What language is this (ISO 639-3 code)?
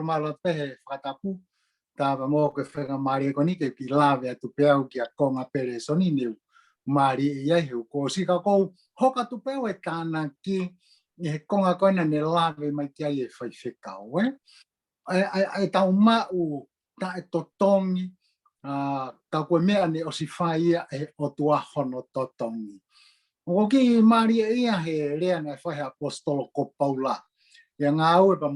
ton